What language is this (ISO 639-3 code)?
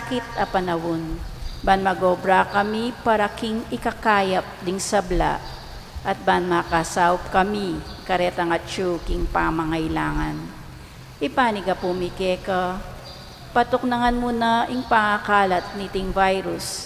pam